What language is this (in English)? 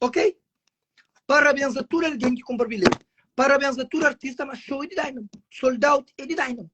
Kabuverdianu